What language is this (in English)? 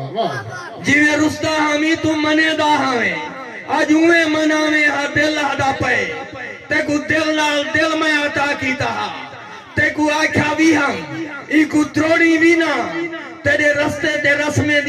Saraiki